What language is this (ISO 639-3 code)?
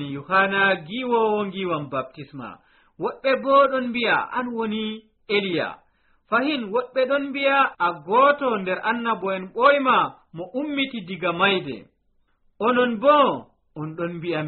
fuv